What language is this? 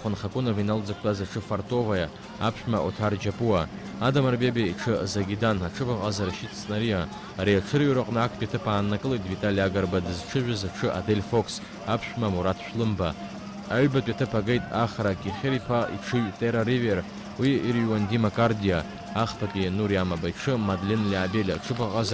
Abkhazian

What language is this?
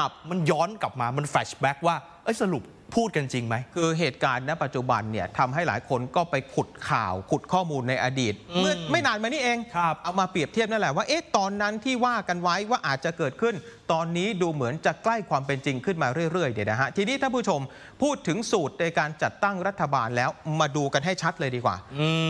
Thai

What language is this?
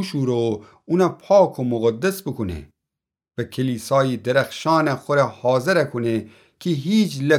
Gilaki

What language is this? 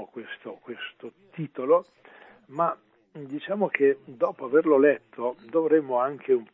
Italian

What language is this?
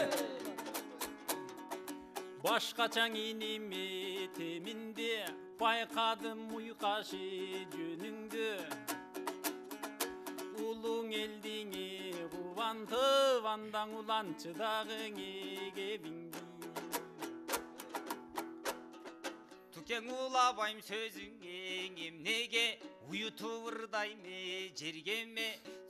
Kazakh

